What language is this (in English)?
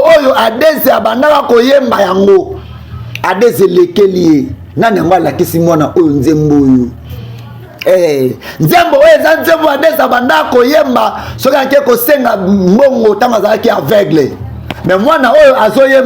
Lingala